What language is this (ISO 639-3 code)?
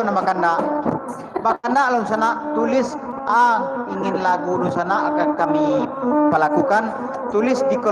min